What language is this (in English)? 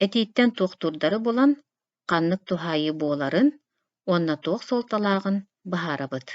Yakut